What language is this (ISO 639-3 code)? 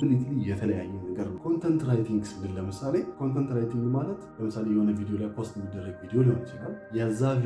amh